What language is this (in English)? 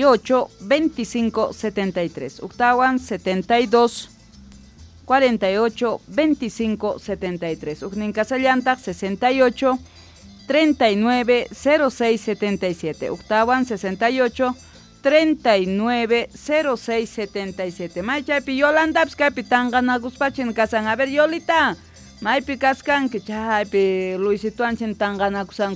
South Bolivian Quechua